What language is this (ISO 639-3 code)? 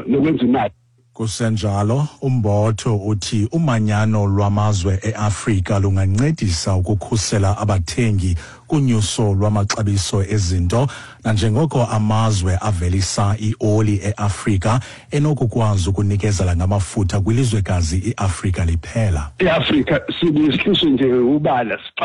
xho